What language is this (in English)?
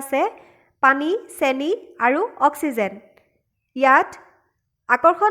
Assamese